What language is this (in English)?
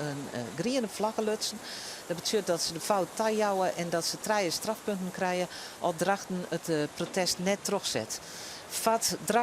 Western Frisian